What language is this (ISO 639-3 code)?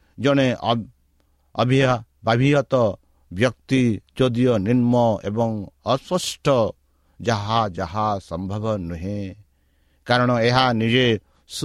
ori